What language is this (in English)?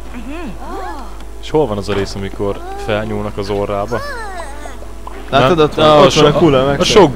Hungarian